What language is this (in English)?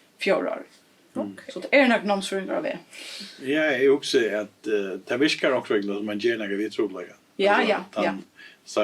Faroese